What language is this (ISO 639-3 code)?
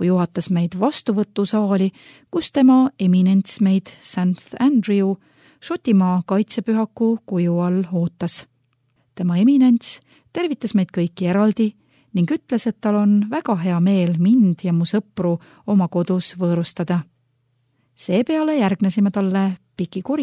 est